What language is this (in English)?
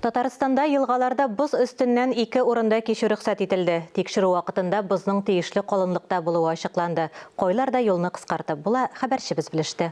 Tatar